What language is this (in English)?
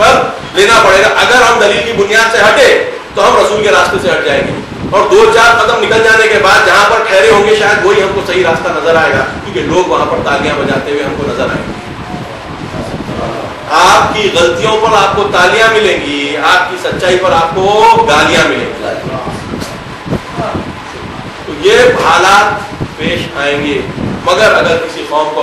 Urdu